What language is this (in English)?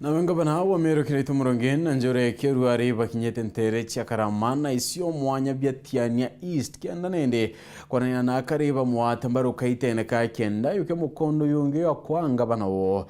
Meru